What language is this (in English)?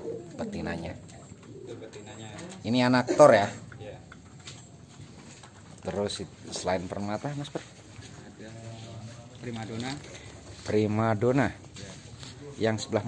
Indonesian